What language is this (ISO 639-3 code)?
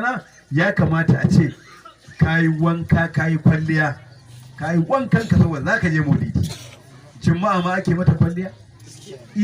hau